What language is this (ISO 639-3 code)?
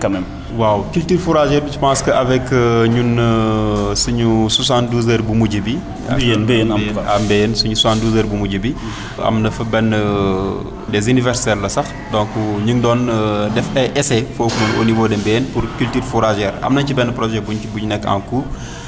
wol